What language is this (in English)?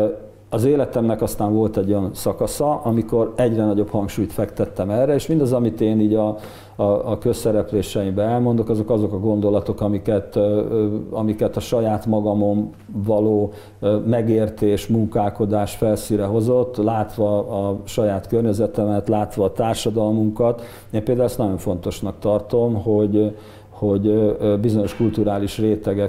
Hungarian